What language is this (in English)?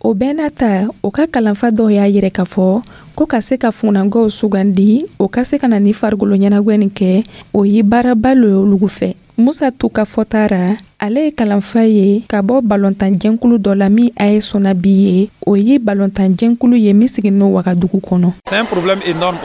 Dyula